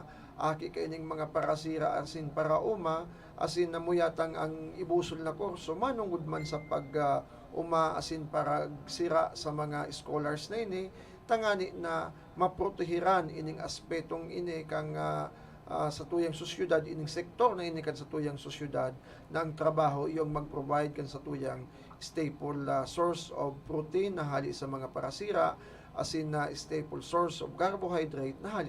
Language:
Bikol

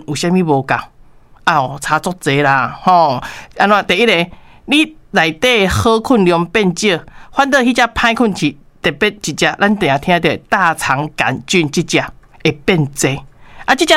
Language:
Min Nan Chinese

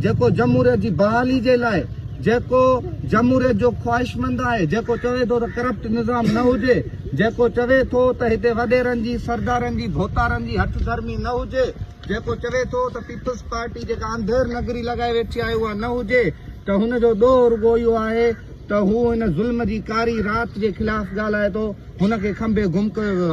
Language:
Sindhi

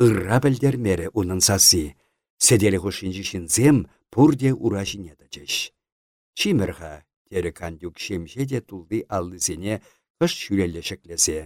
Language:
Chuvash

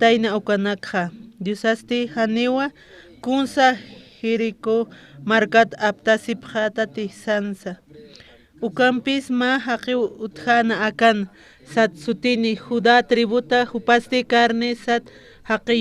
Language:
Aymara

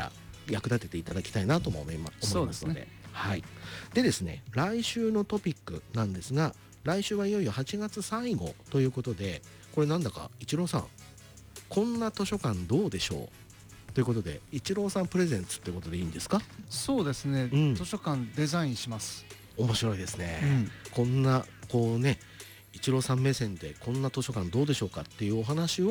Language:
Japanese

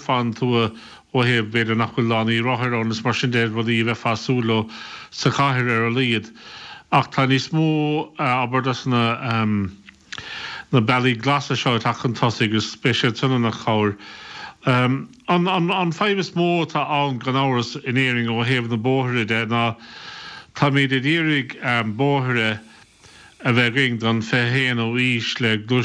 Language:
Irish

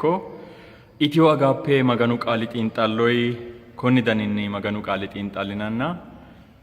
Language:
Sidamo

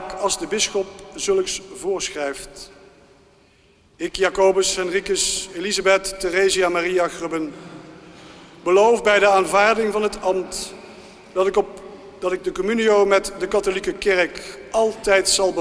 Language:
Dutch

